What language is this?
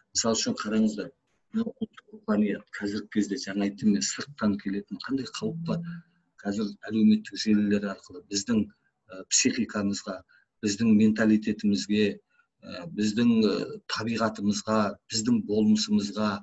Kazakh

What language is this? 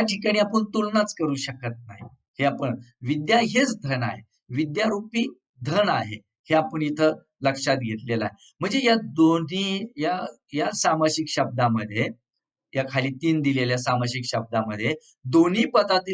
Marathi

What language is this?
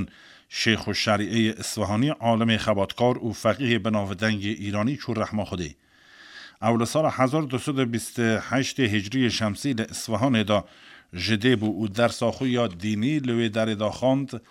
Kurdish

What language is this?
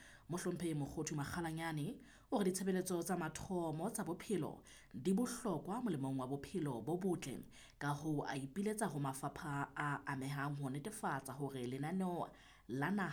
Southern Sotho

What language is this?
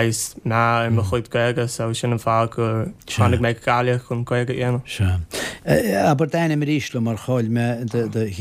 Irish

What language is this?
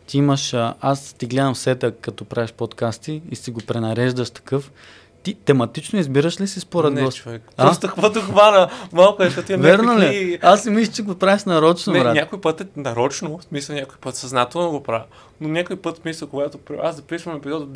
Bulgarian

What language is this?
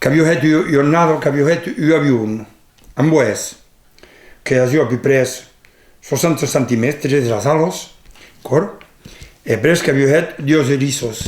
Occitan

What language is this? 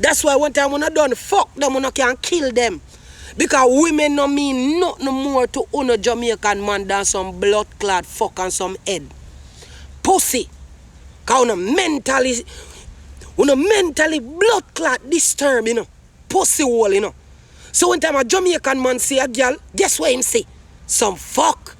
Jamaican Creole English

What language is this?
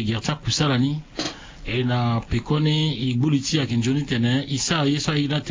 Sango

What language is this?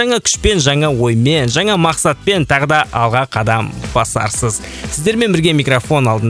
Kazakh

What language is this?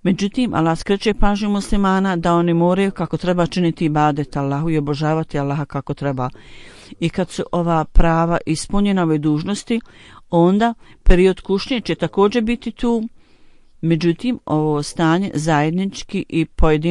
Bosnian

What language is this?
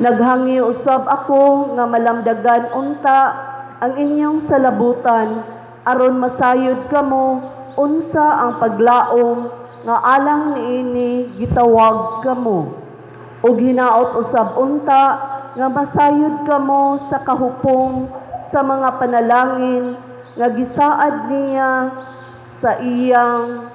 Cebuano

